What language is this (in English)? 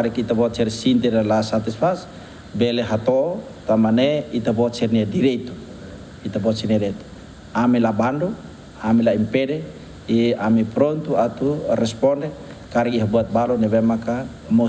Tetum